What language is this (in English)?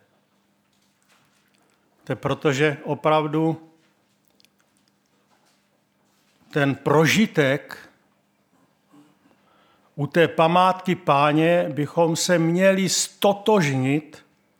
Czech